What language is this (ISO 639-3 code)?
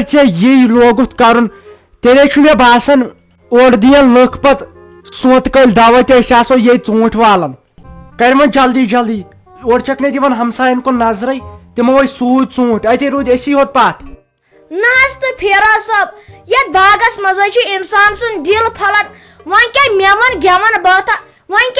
kas